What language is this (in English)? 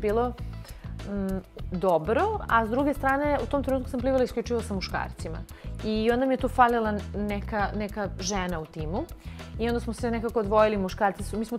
Serbian